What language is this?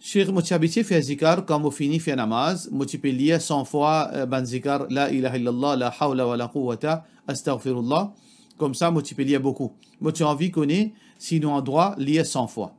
Morisyen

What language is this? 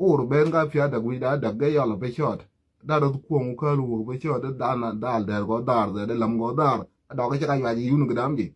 Nuer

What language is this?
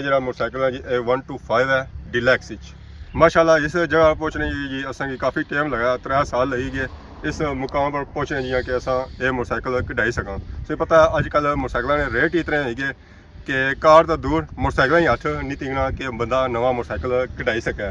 Pahari-Potwari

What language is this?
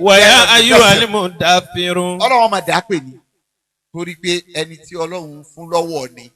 Yoruba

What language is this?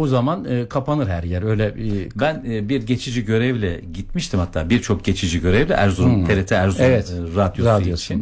Turkish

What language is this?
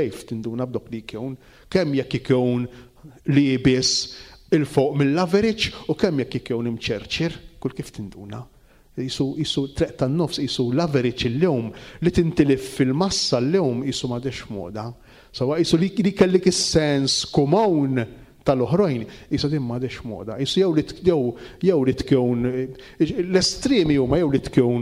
Maltese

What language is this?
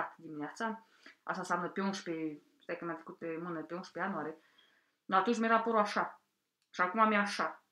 Romanian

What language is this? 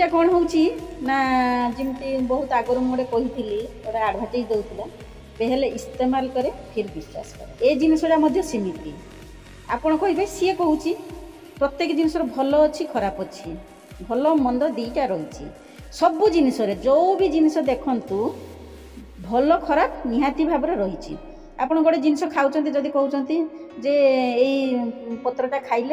Odia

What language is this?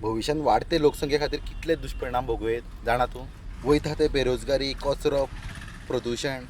Konkani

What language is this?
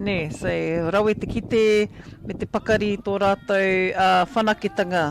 Māori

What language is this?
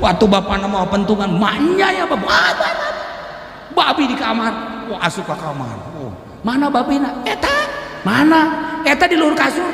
Sundanese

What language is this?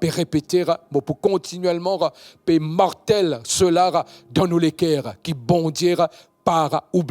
Morisyen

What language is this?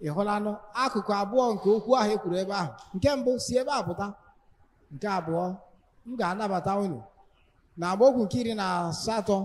Igbo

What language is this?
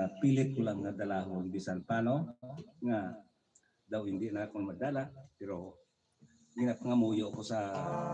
Hiligaynon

